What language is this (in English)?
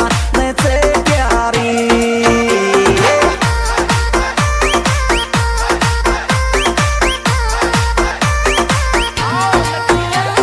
Hindi